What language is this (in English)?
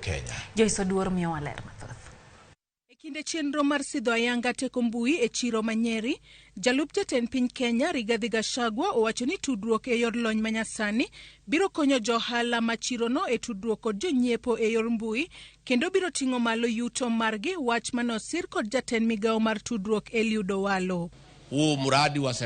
Luo (Kenya and Tanzania)